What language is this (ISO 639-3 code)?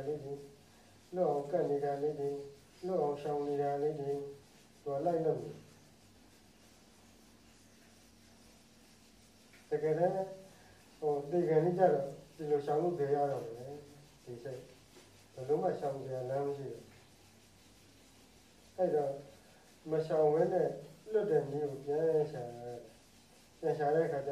mya